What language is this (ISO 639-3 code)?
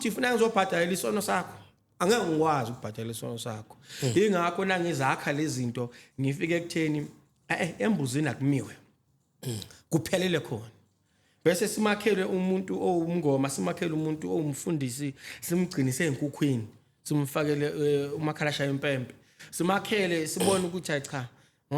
zul